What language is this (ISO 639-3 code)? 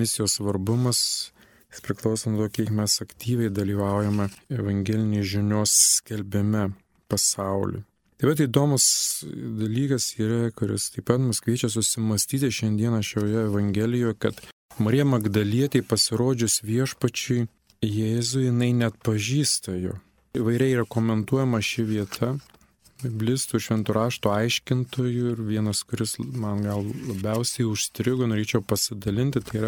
lit